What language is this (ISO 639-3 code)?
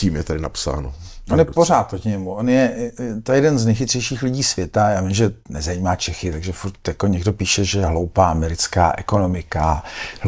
ces